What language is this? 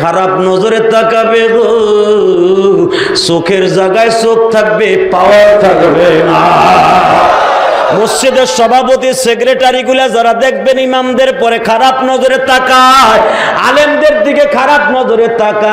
Bangla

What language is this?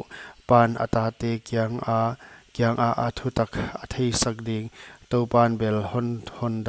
Paite Chin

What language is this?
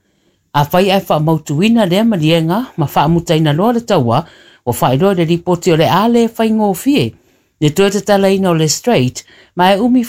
Samoan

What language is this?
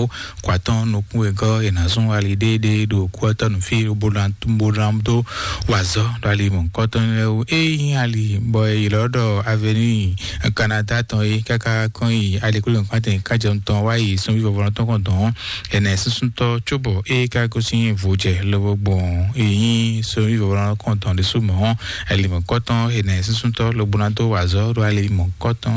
Fon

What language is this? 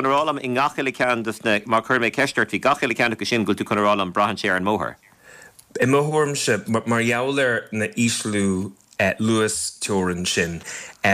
Irish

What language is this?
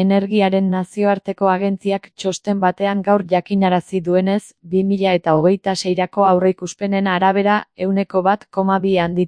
Basque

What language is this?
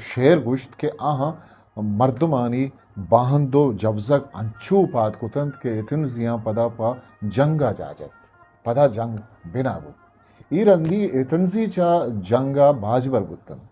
Eastern Balochi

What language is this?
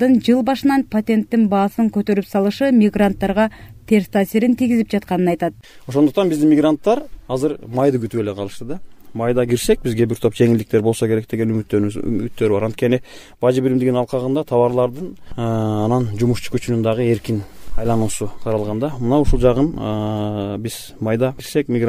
Kyrgyz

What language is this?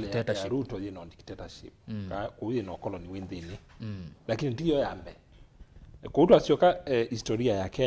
Kamba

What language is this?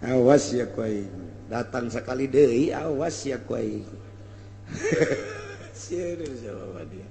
Sundanese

